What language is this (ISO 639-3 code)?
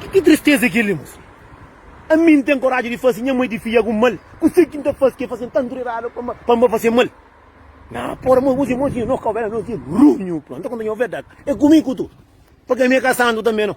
kea